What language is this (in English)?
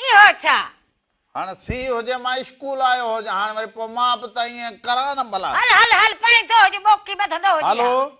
Sindhi